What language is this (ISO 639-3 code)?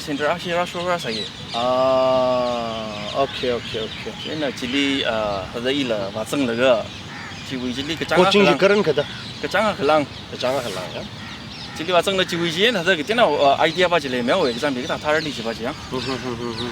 nmf